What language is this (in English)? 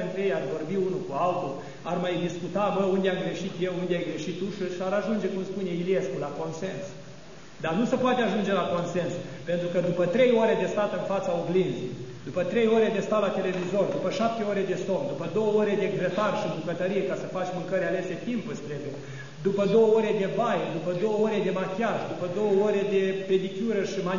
Romanian